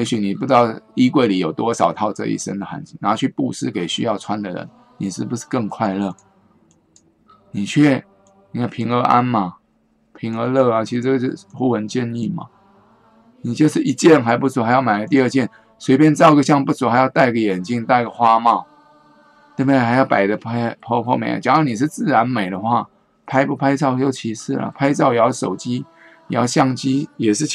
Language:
Chinese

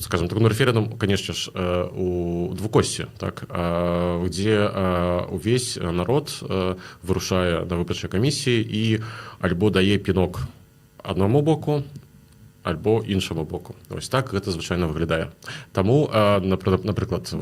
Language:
Belarusian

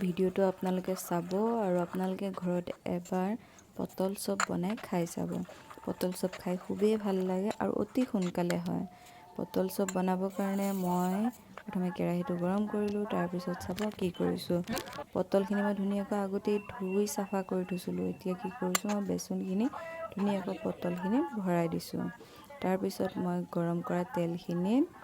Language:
Assamese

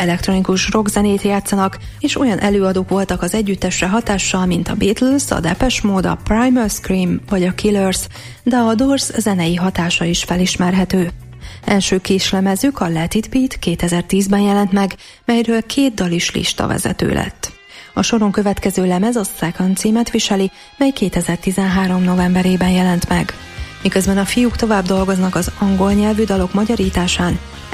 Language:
Hungarian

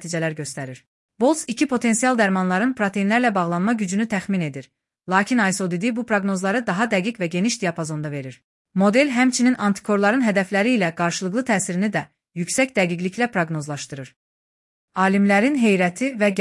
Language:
Azerbaijani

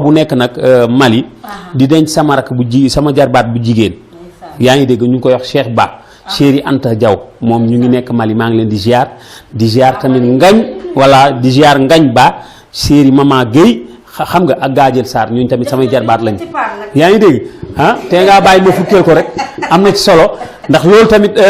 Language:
Wolof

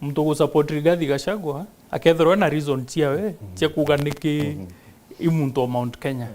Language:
Meru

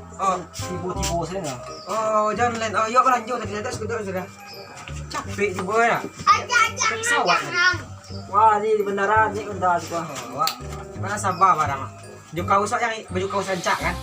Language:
Minangkabau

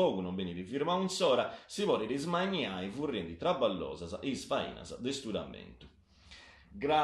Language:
Sardinian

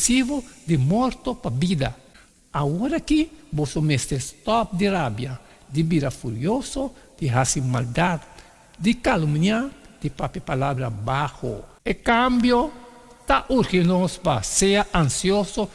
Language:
Papiamento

